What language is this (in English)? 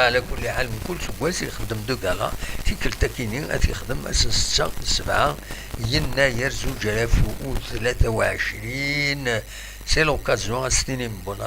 Kabyle